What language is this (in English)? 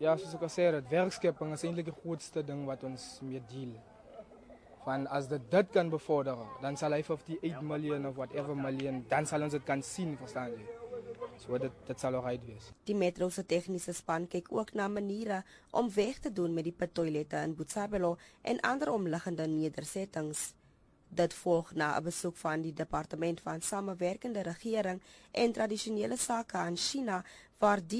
Afrikaans